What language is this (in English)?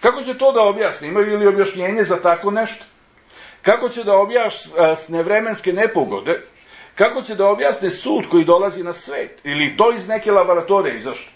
Serbian